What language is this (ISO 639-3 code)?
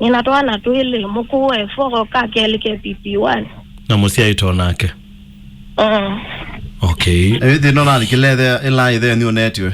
kam